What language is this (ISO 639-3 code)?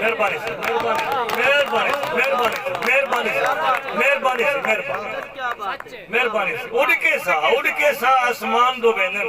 skr